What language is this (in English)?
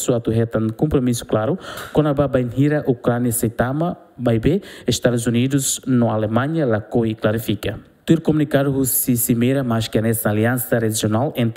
Tetum